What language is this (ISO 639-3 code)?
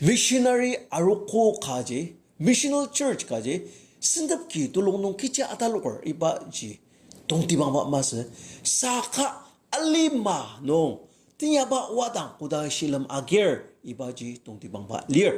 njo